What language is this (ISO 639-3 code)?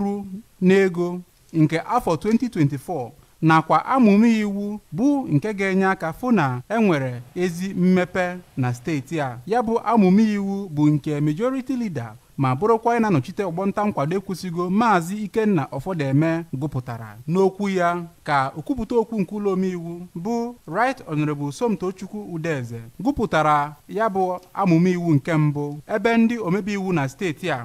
ibo